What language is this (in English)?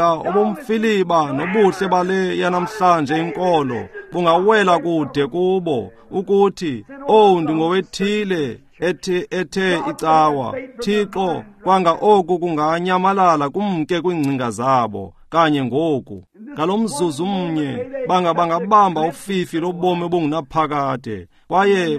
Xhosa